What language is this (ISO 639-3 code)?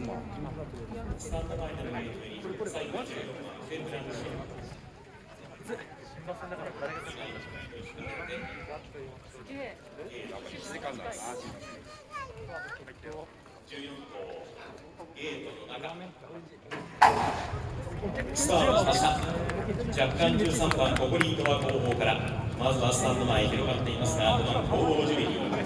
jpn